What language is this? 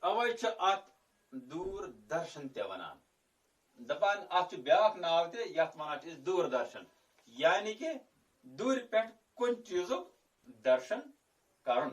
Kashmiri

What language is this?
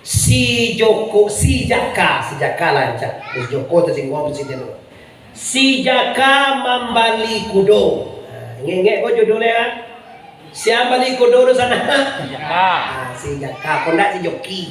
Minangkabau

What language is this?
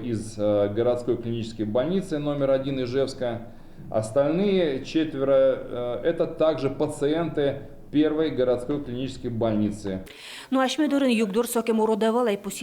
Udmurt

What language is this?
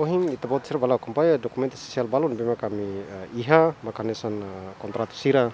Tetum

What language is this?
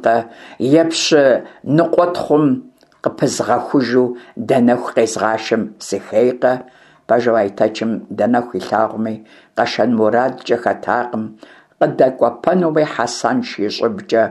Kabardian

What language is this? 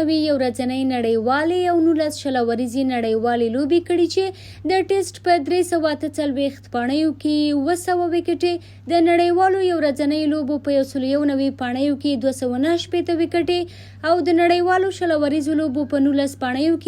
Pashto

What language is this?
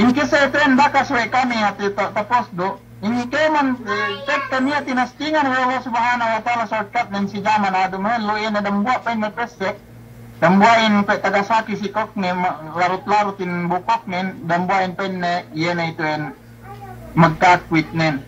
Yakan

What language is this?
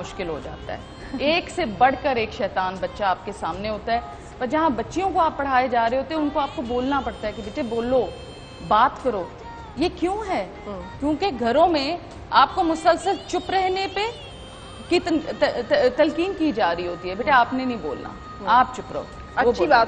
Urdu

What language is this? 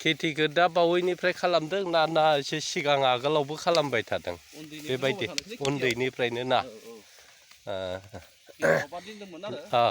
Bodo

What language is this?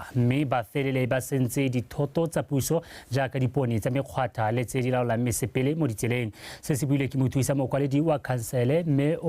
Tswana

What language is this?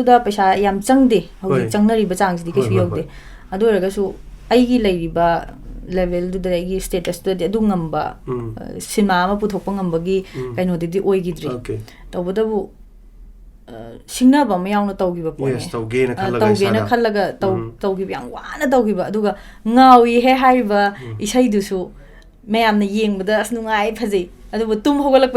Manipuri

